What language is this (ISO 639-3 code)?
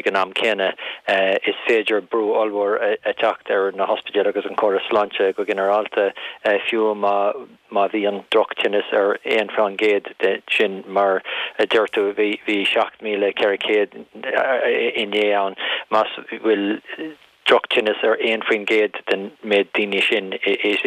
gle